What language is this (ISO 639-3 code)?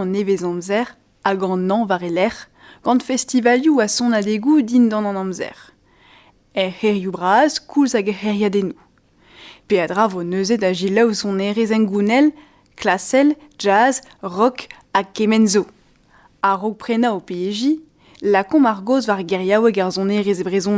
bre